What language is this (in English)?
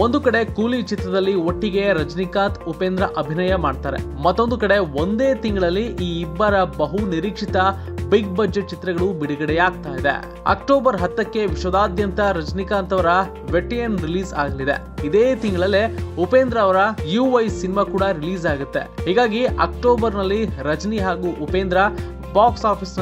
Kannada